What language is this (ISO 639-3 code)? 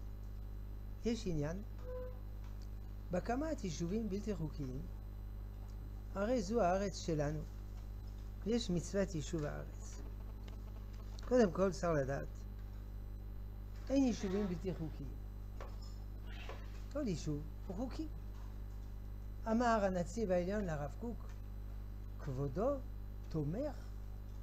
heb